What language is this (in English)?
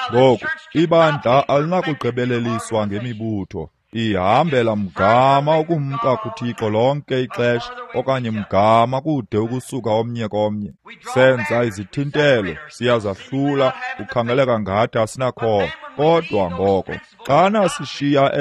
Xhosa